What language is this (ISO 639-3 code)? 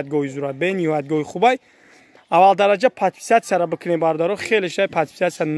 tgk